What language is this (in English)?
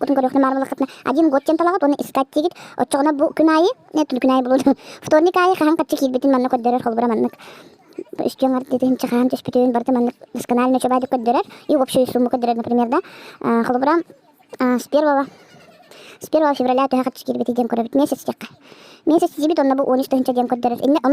Yakut